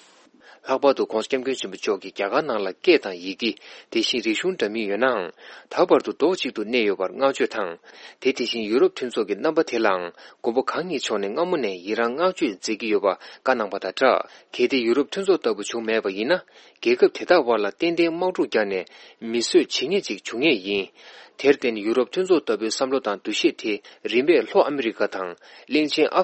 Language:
Tibetan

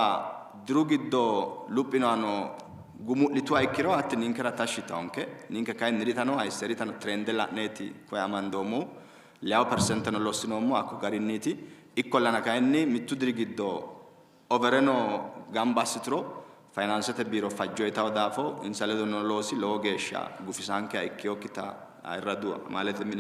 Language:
Sidamo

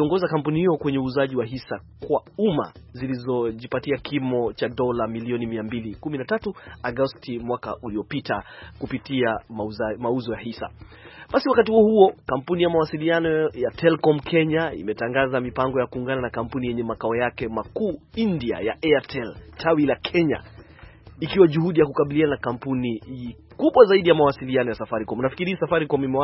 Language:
Swahili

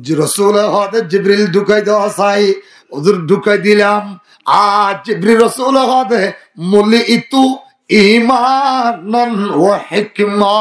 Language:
Rohingya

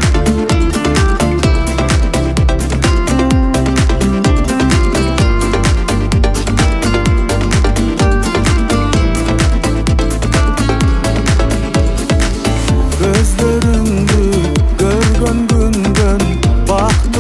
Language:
Kyrgyz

